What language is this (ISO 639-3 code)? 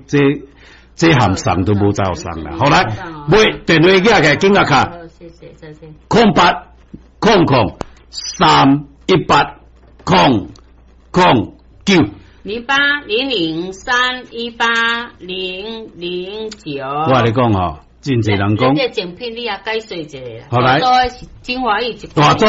nan